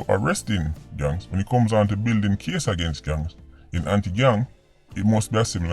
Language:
Jamaican Creole English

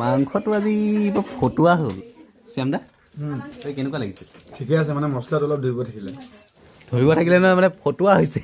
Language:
Assamese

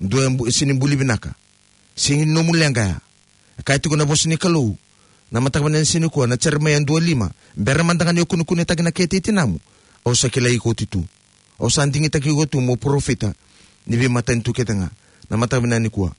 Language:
Fijian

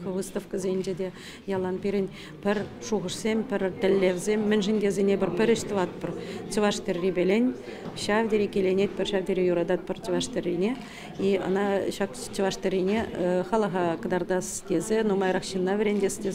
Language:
Chuvash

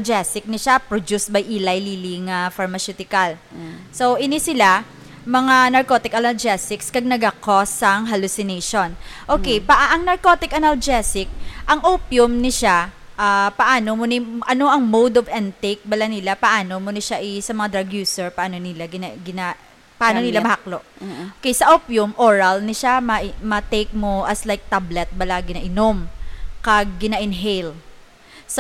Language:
Hiligaynon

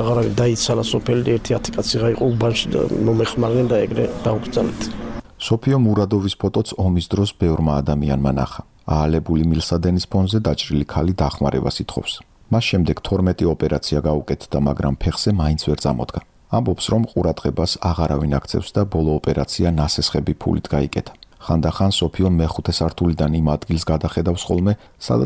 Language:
Georgian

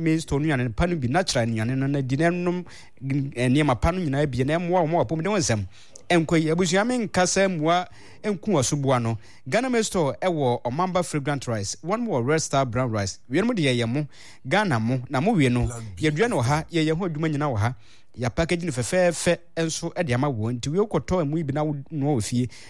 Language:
Akan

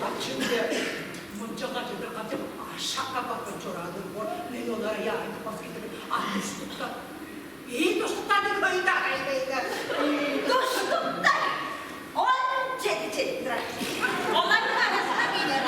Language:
Tuvinian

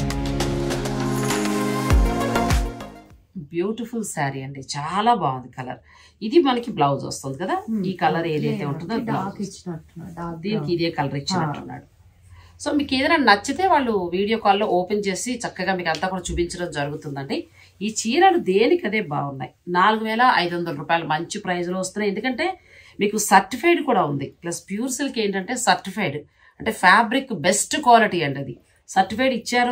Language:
Telugu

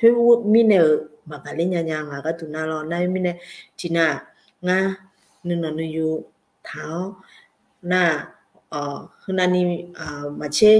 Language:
Akha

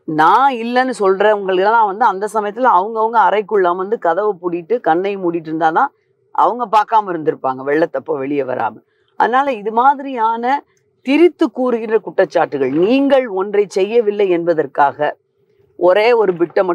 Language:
Tamil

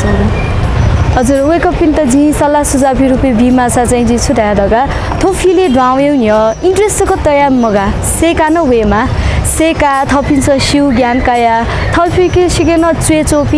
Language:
Newari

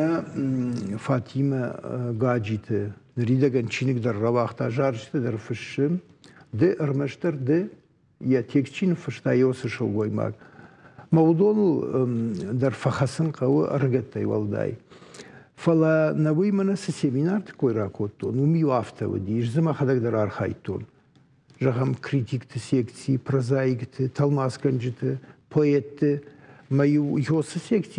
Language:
Ossetic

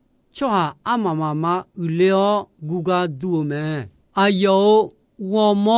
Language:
Akha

